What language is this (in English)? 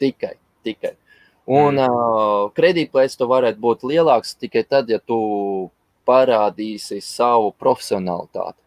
Latvian